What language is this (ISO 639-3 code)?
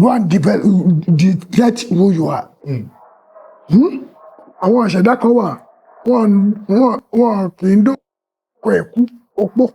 yor